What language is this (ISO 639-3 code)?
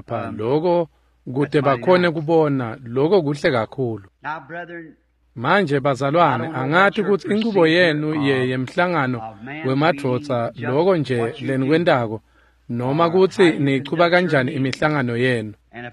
ssw